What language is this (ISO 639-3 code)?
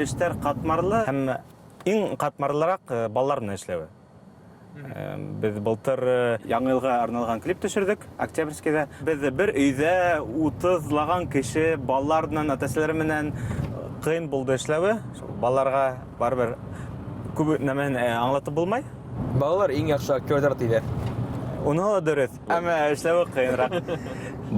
bak